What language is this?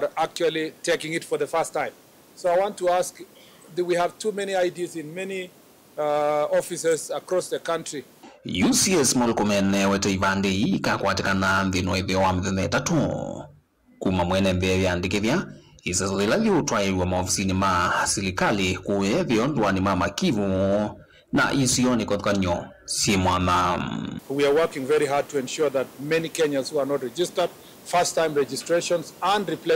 Kamba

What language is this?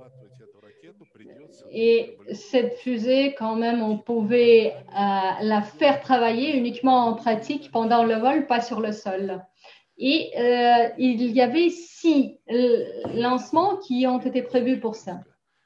French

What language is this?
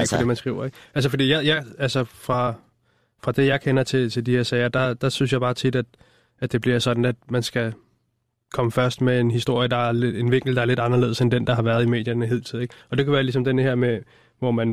Danish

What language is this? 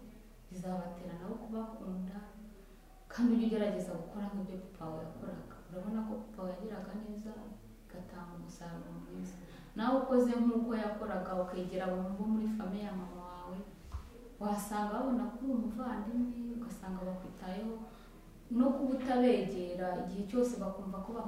Kinyarwanda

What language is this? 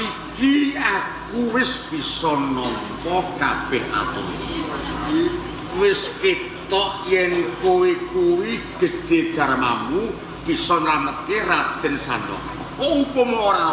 Javanese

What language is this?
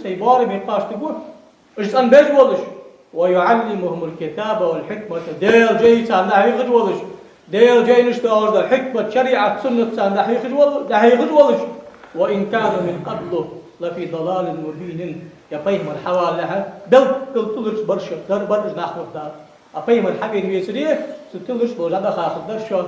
Ingush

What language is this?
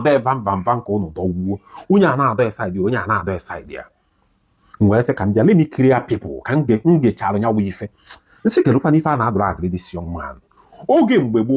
Igbo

